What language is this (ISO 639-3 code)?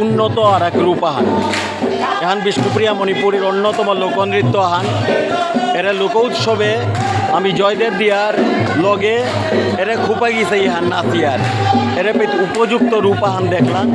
bpy